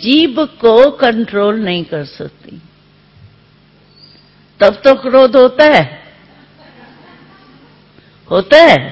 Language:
Hindi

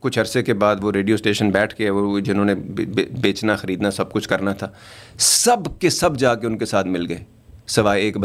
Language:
Urdu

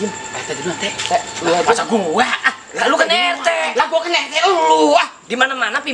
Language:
Betawi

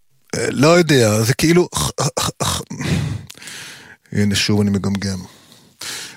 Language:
Hebrew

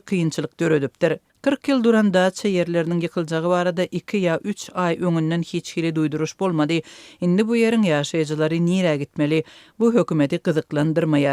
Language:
Turkmen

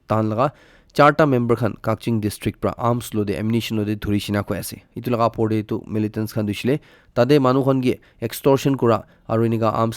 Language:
Naga Pidgin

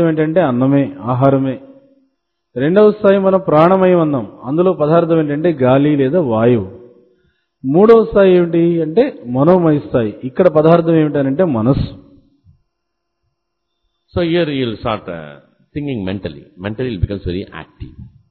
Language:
Telugu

